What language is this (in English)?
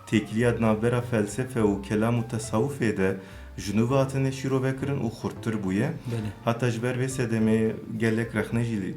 Kurdish